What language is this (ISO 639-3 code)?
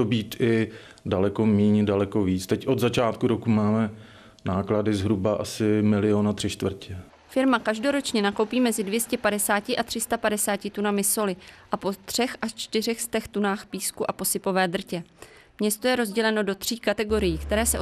ces